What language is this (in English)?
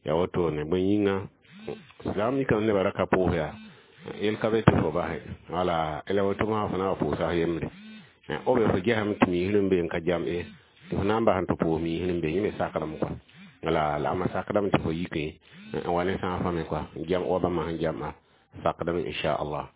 Mossi